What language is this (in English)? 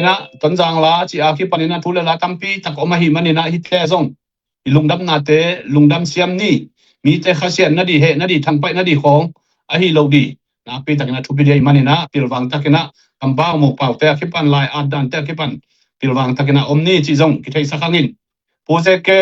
Tedim Chin